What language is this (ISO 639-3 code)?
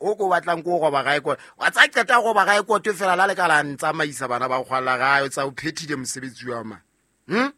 sot